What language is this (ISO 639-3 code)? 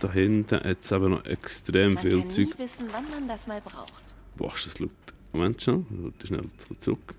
gsw